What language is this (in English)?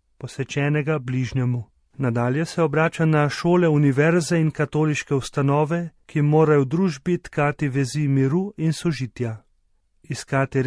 Slovenian